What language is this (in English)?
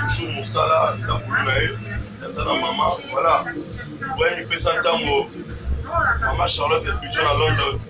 Lingala